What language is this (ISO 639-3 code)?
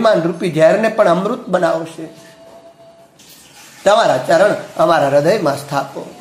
guj